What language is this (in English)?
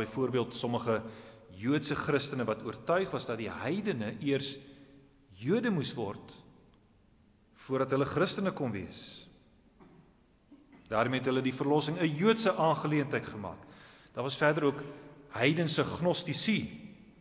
Afrikaans